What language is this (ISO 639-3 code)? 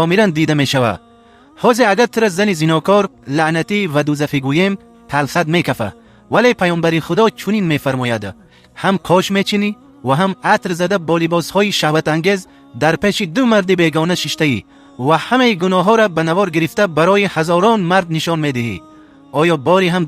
tgk